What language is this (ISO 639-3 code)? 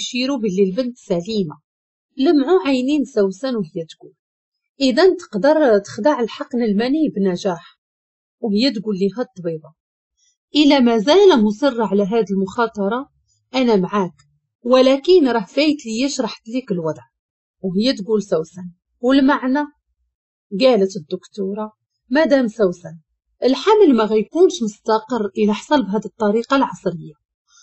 ary